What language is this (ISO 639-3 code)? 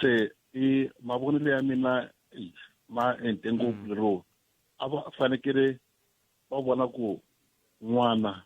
tso